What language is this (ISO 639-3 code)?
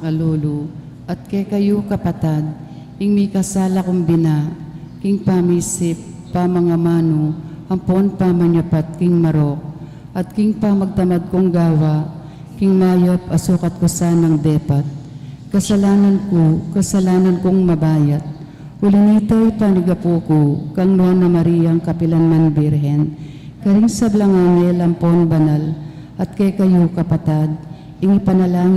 pam